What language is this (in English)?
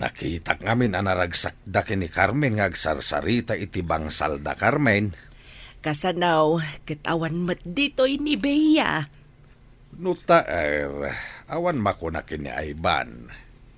Iloko